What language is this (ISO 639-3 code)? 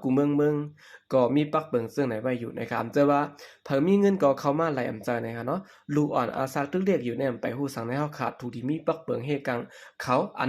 shn